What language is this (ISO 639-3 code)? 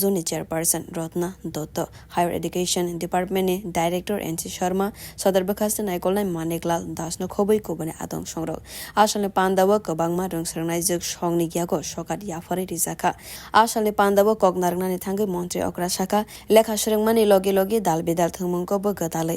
trp